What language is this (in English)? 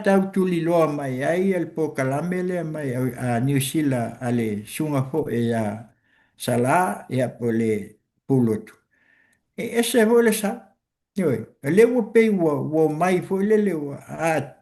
Samoan